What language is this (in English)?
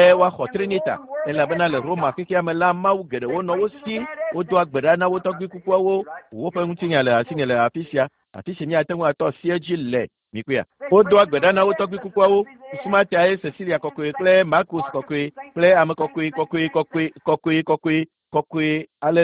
Ewe